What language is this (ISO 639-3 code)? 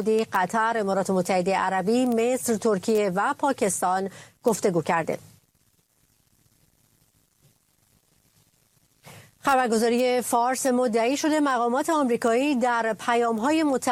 fas